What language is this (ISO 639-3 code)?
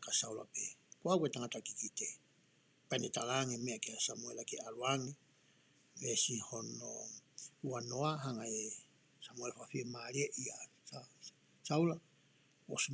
ton